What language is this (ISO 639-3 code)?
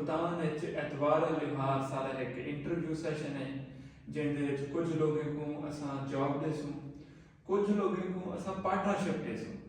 skr